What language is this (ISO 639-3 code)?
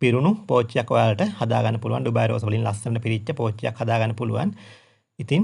sin